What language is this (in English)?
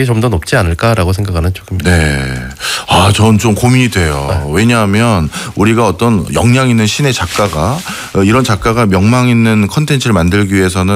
Korean